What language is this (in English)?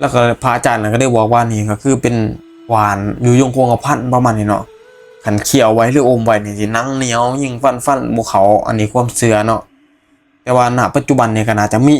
Northeastern Thai